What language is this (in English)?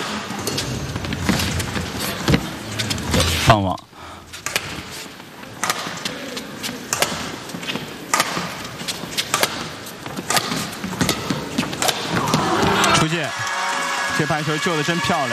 Chinese